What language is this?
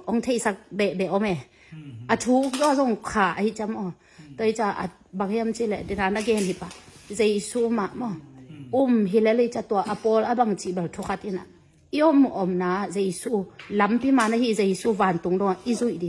Tedim Chin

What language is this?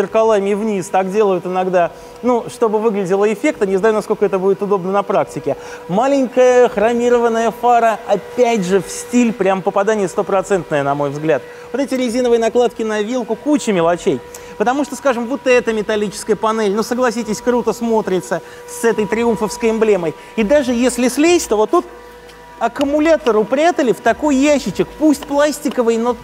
Russian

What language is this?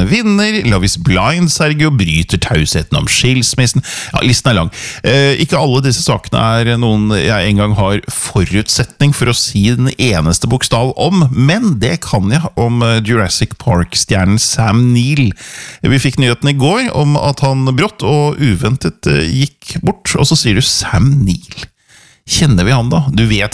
Norwegian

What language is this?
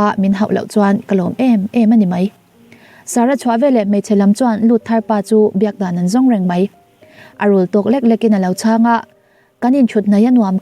Mizo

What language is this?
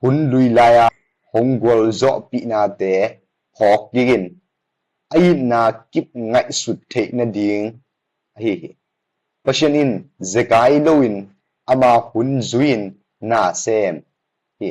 Tedim Chin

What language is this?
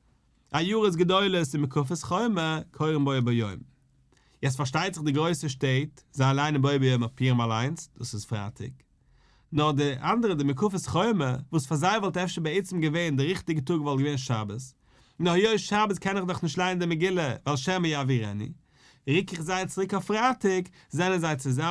Yiddish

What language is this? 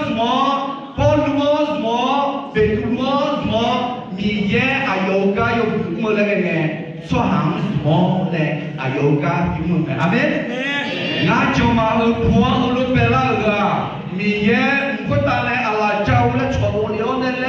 Akha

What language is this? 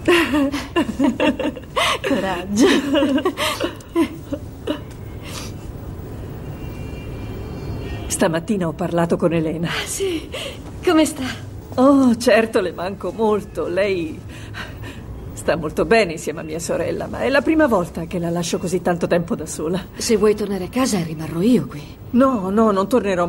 Italian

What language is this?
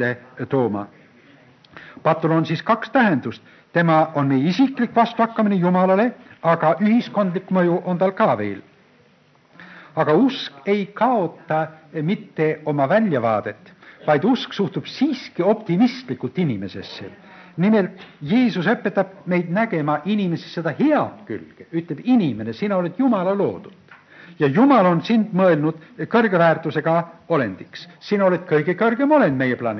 Estonian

